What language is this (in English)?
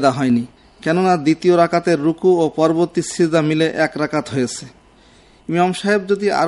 Bangla